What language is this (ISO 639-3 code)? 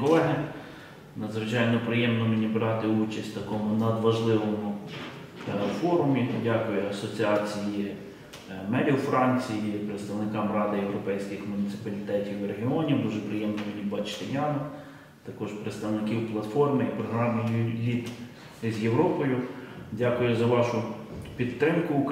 ukr